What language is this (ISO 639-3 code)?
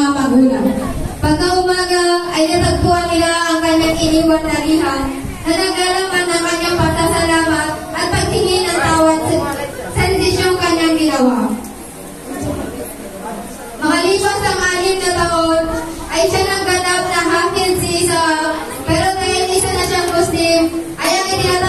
fil